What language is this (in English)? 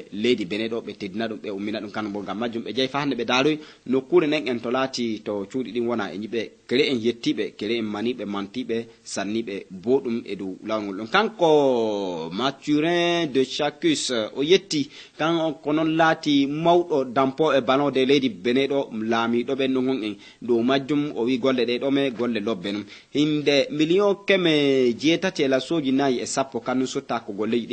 Fula